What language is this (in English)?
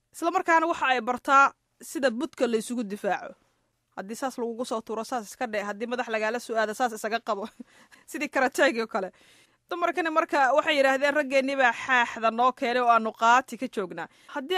Somali